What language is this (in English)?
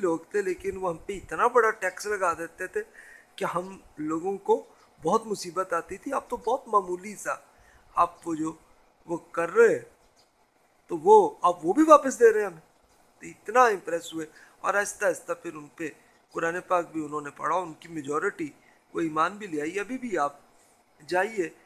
Urdu